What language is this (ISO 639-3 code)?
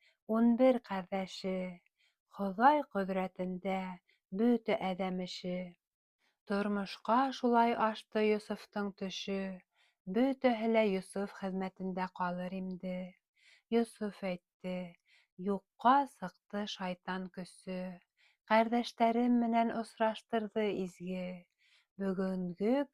bak